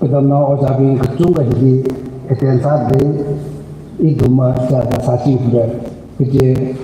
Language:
Tangkhul Naga (India)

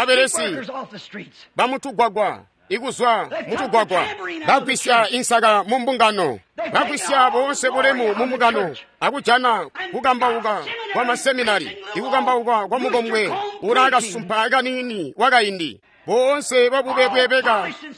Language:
Tonga (Zambia)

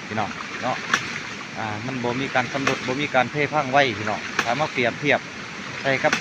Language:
Lao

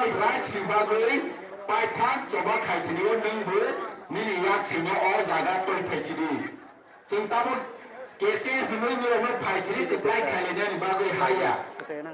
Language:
Kok Borok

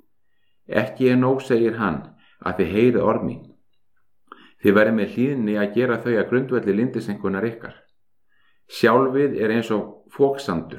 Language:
Icelandic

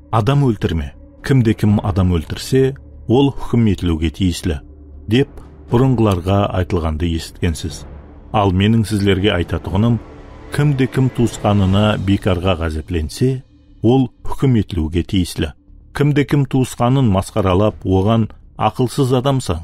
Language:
Kara-Kalpak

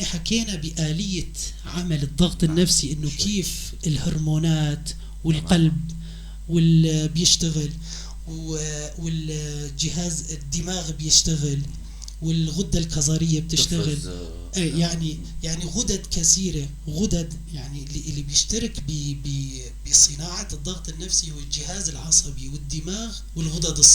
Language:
North Levantine Arabic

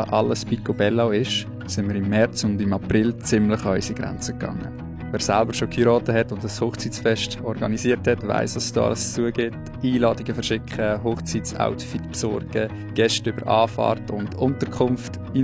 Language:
Swiss German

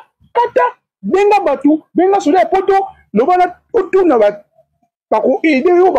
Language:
Lingala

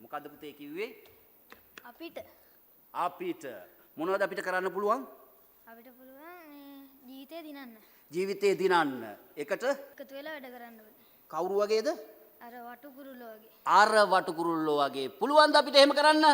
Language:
Sinhala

